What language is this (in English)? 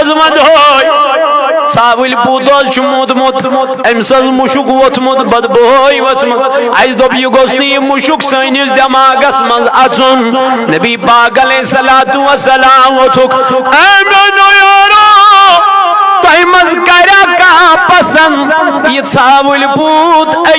Kashmiri